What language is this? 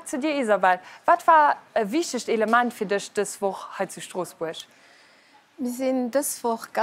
Luxembourgish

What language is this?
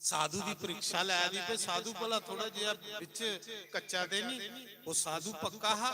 Dogri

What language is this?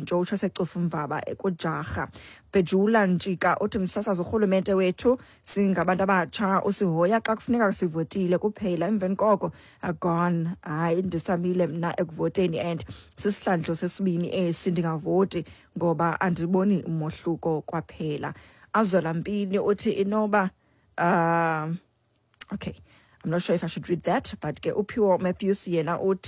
Xhosa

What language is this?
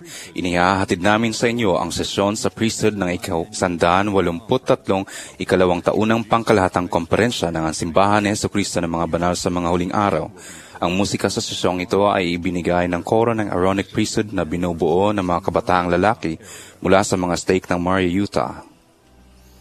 Filipino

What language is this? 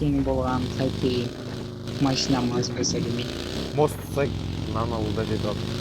Kazakh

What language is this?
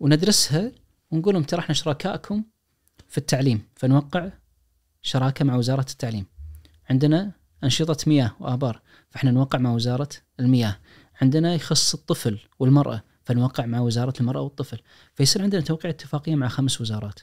Najdi Arabic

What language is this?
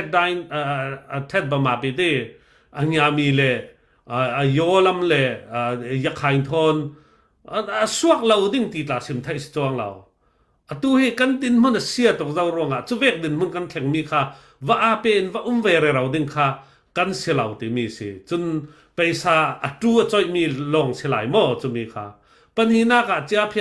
Falam Chin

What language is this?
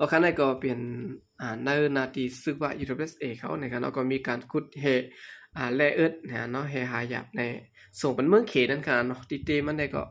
Shan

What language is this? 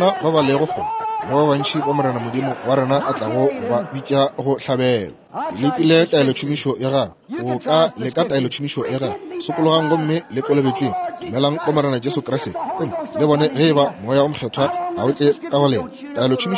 Northern Sotho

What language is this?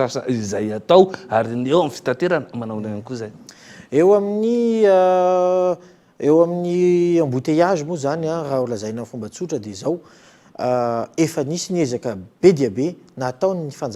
Malagasy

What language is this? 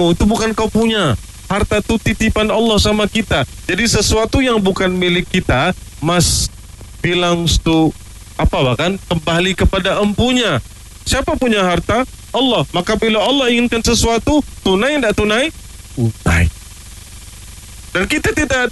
Malay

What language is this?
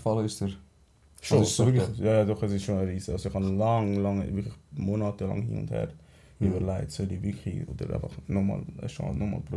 Swiss German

